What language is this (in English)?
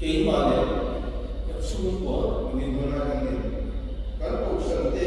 Mizo